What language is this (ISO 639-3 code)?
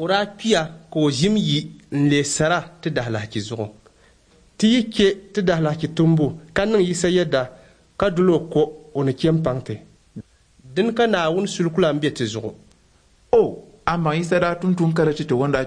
dag